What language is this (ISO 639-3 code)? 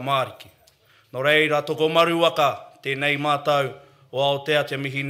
mri